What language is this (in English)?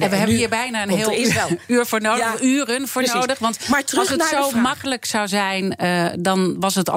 Dutch